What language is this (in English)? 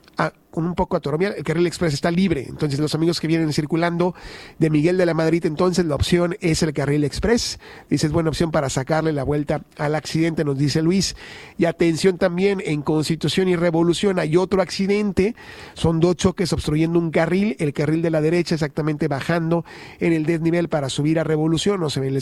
Spanish